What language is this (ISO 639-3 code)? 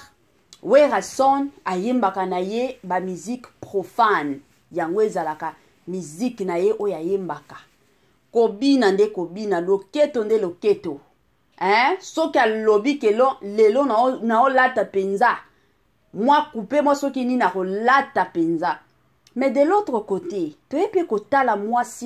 lin